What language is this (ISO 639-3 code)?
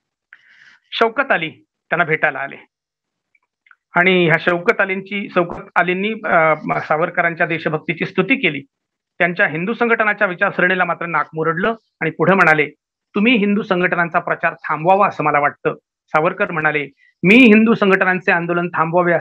mar